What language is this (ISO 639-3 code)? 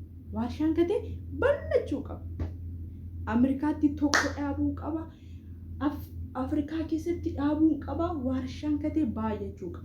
orm